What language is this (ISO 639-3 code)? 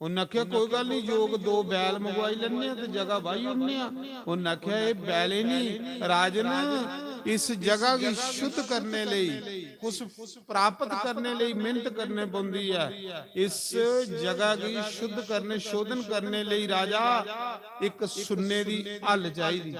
doi